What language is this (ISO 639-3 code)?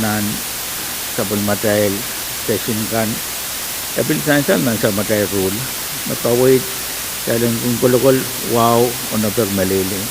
pon